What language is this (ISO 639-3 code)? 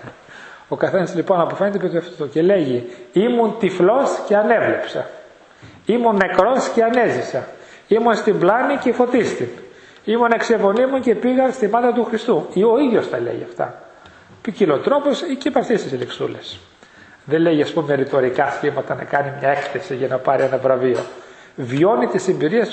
ell